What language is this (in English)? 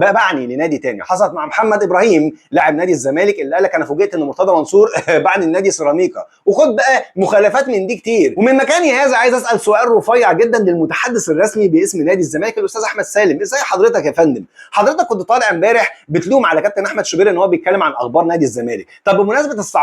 Egyptian Arabic